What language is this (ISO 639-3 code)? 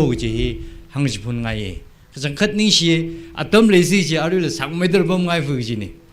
nmf